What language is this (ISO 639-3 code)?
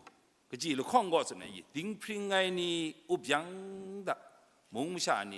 kac